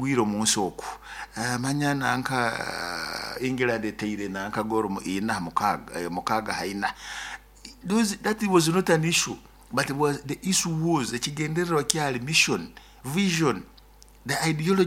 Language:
Nyoro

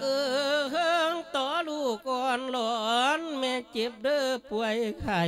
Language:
Lao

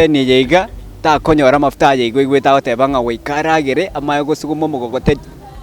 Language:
Gusii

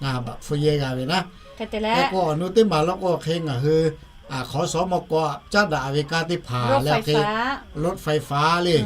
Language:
Lahu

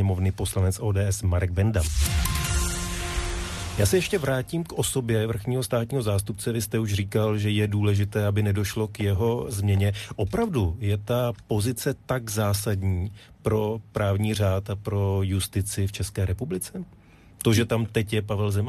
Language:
Czech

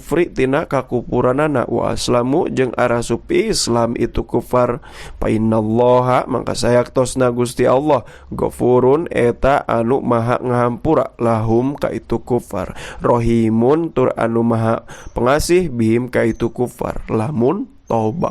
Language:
Sundanese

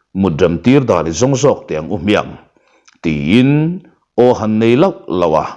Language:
Mizo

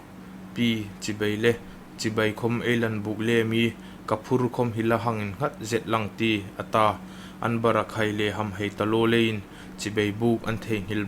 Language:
Hmar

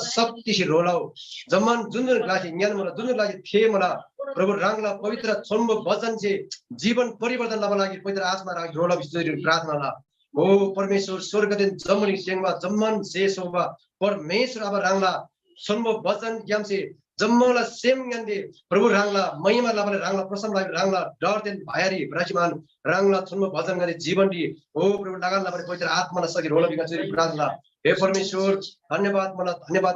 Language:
Eastern Tamang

